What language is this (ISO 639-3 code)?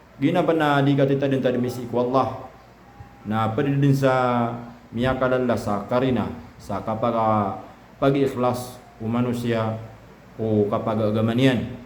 mrw